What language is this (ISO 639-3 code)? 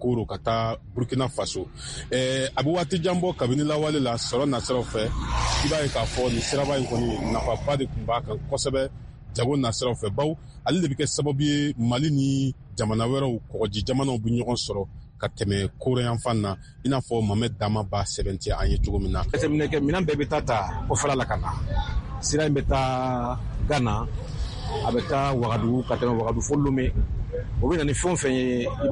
bam